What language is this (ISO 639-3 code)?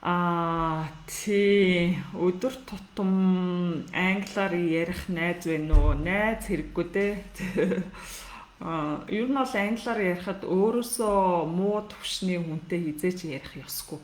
mon